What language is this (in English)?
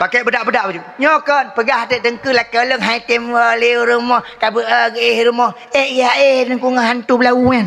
Achinese